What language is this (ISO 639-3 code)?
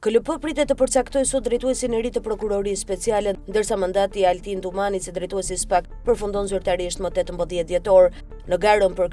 sqi